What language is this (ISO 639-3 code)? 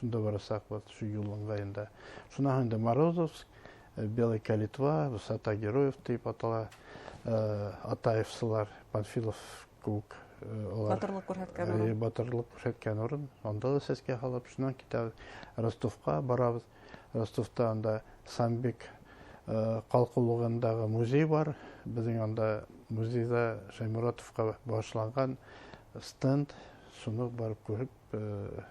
bak